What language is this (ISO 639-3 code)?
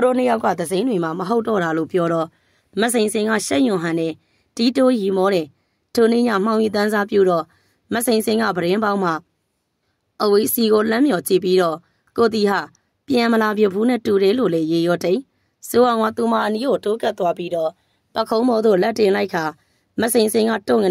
mya